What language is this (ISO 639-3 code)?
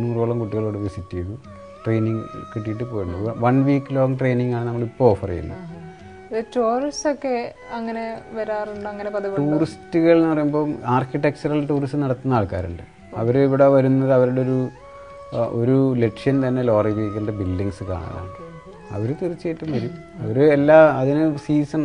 mal